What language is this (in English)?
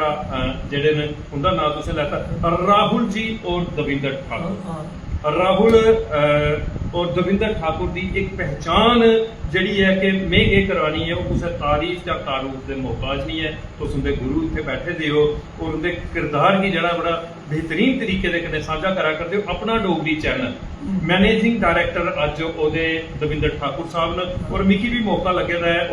Dogri